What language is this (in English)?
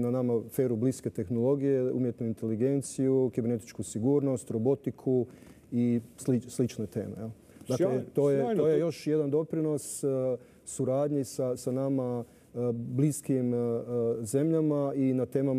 Croatian